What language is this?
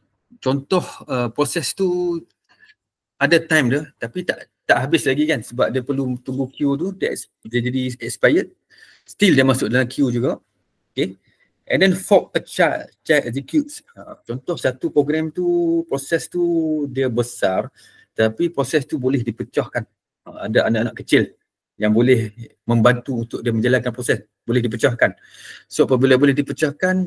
Malay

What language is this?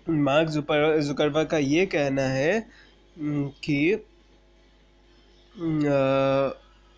Hindi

